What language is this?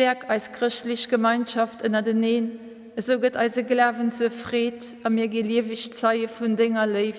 Luxembourgish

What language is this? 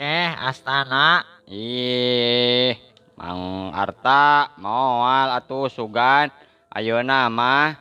Sundanese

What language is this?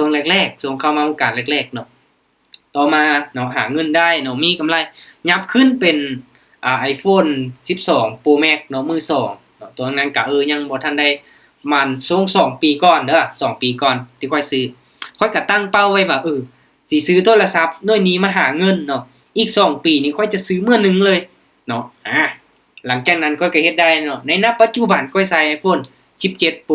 Lao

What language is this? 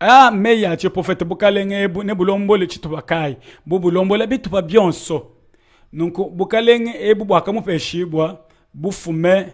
Luba-Lulua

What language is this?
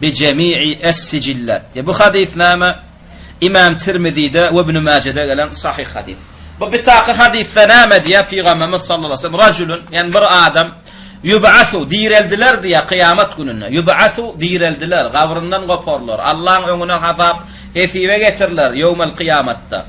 Turkmen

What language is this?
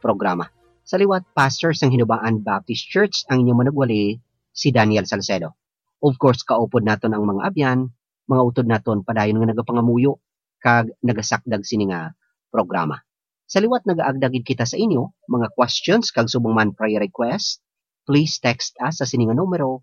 Hiligaynon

